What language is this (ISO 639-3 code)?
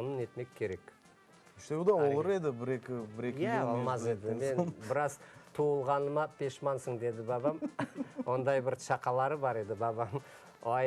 crh